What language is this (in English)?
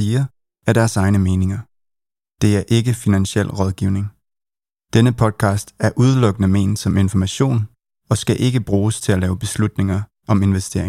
Danish